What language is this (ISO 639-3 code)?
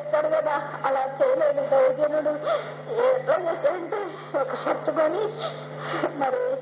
tel